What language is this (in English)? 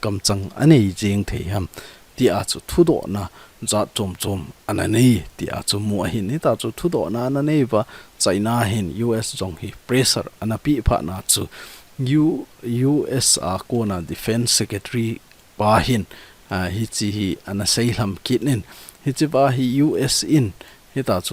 Thado Chin